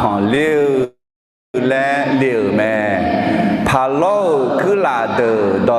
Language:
Akha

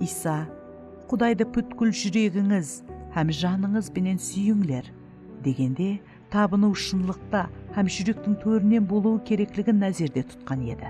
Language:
Kara-Kalpak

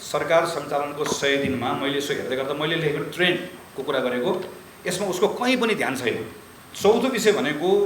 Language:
Nepali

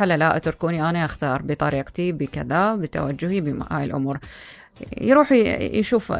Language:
Mesopotamian Arabic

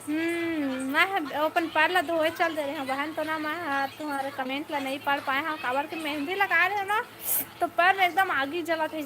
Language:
Chhattisgarhi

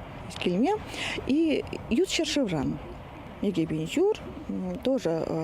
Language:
Chuvash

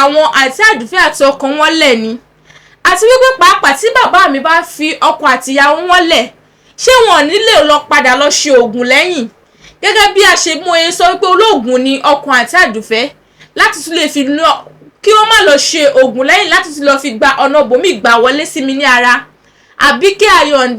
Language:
Yoruba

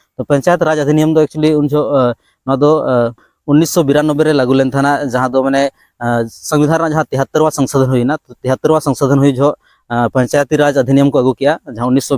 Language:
Santali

